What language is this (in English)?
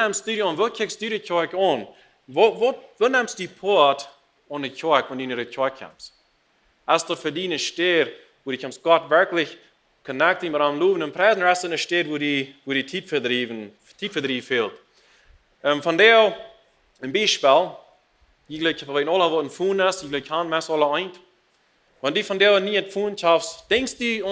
Plautdietsch